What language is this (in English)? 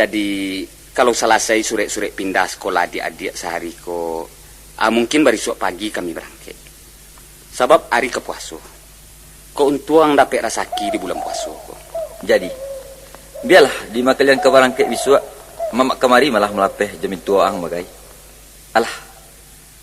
Minangkabau